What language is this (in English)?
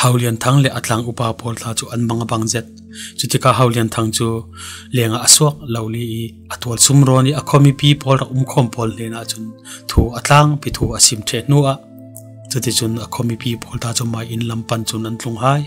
Falam Chin